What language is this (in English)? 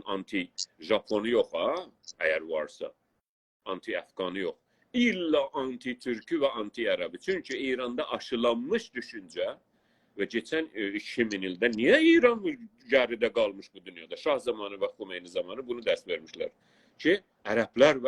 South Azerbaijani